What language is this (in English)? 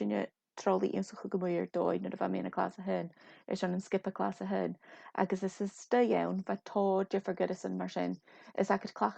Scottish Gaelic